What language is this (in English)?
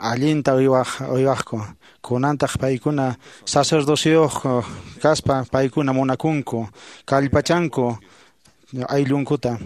Quechua